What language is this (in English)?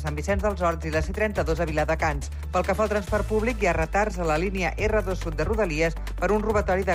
Catalan